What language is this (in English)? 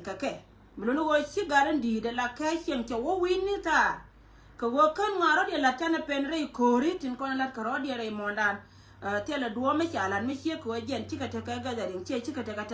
Nuer